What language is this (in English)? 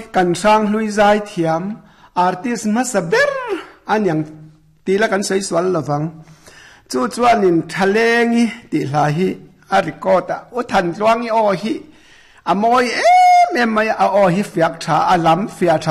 Mizo